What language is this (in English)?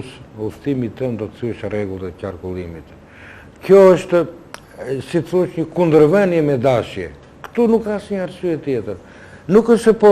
Albanian